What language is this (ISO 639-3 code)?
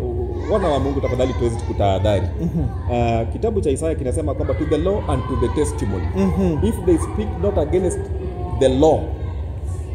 swa